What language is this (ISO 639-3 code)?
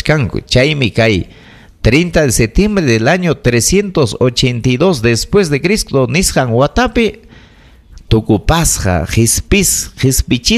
quy